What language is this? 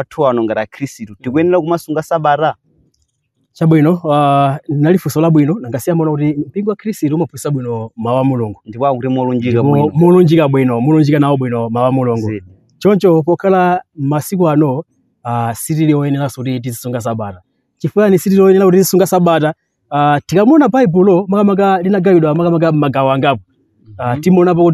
Nyanja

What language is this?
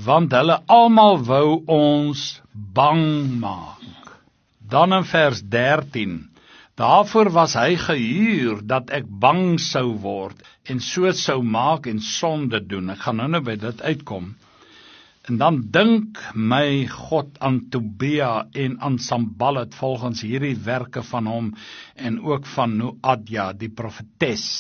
Afrikaans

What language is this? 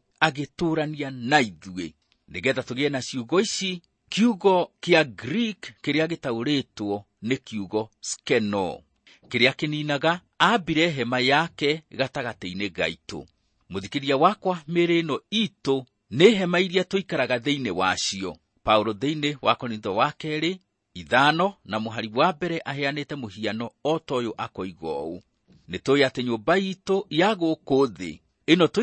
Kikuyu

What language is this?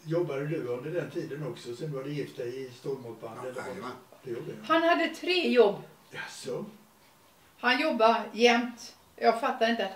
Swedish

